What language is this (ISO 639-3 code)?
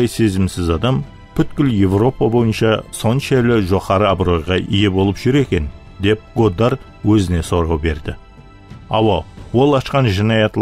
kaa